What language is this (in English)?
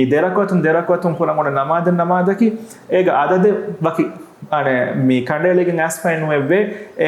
Divehi